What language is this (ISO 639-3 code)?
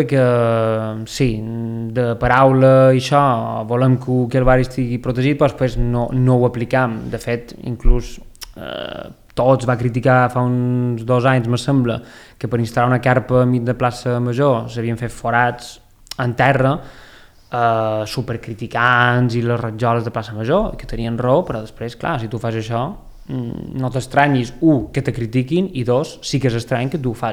cat